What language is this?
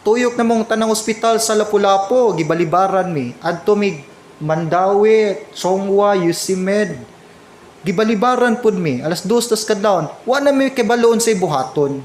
Cebuano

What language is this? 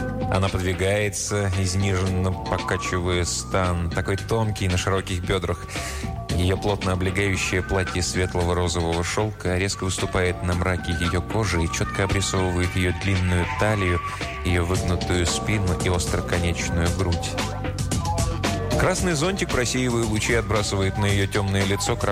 Russian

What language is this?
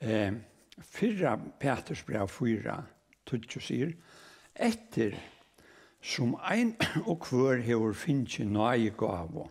Faroese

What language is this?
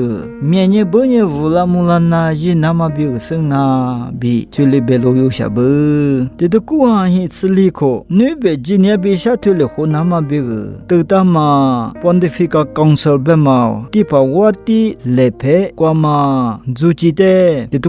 Lisu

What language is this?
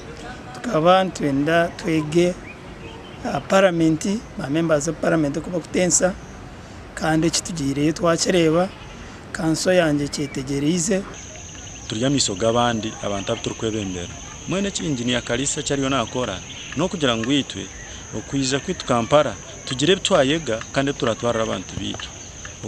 Nyankole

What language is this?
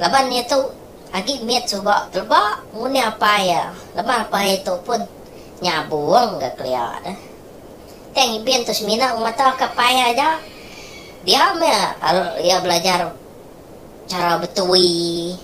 Iban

